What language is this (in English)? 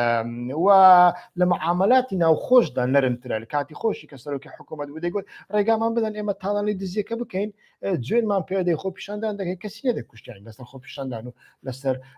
Central Kurdish